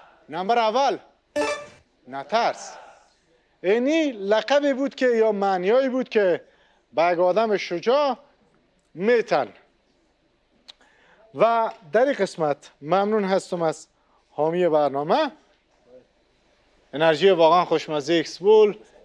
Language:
Persian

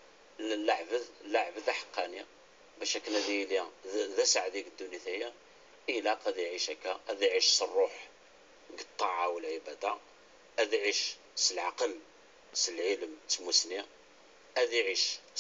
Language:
Kabyle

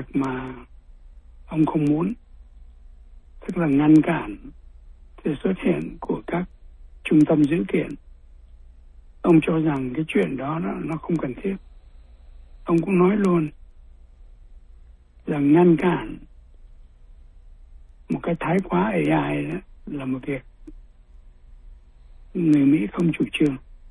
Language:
Vietnamese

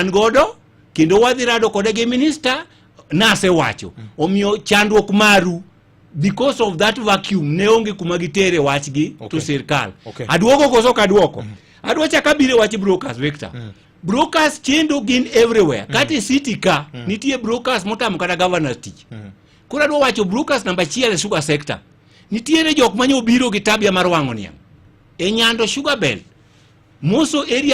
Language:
Luo (Kenya and Tanzania)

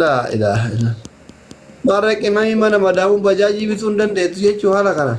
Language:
Oromo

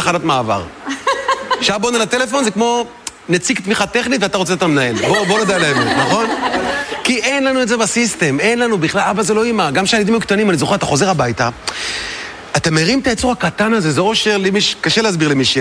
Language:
Hebrew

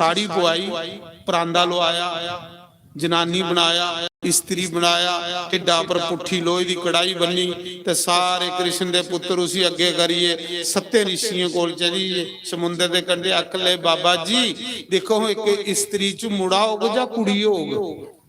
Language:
Dogri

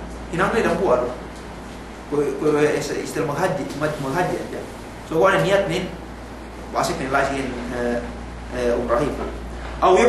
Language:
Yakan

